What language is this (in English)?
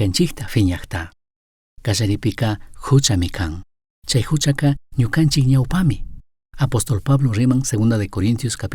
Chimborazo Highland Quichua